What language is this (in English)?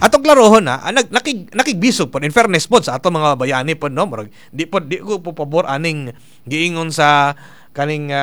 Cebuano